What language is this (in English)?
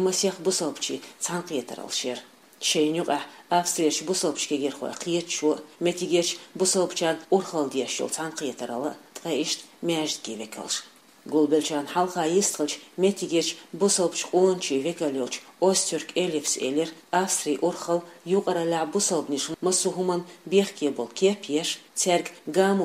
Chechen